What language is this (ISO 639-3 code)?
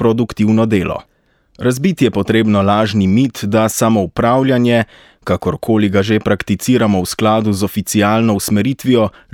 slv